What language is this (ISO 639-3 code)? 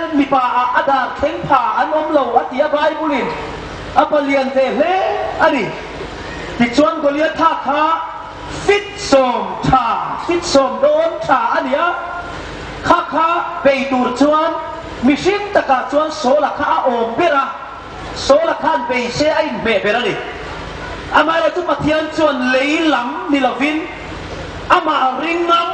hmr